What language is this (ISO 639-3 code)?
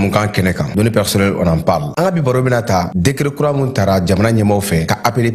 bam